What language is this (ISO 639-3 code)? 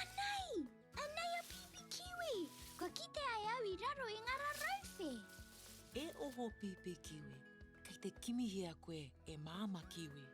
mri